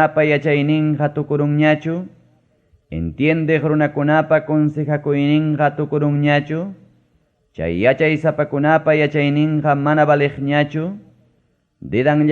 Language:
Ayacucho Quechua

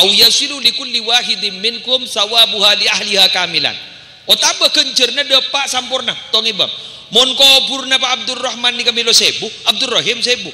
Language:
Madurese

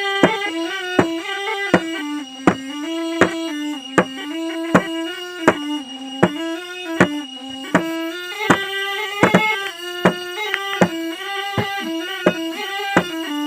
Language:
Dimasa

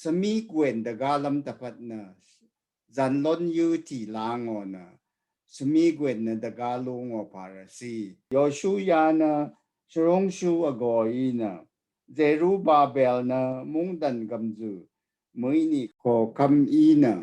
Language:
Rawang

